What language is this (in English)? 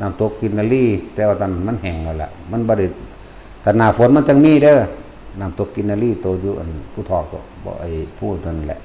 Northeastern Thai